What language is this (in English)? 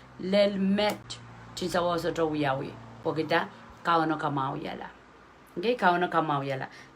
Pohnpeian